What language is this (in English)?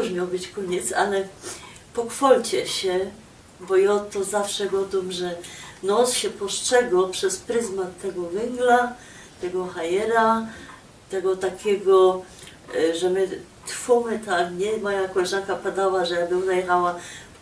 Silesian